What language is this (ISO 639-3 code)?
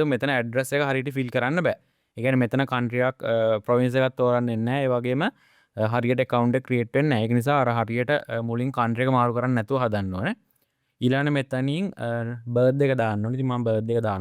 sin